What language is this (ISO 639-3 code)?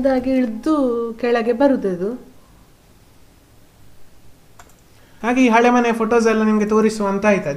kan